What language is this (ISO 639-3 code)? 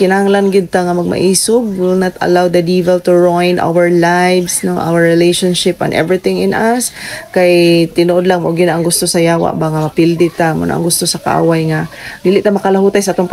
ceb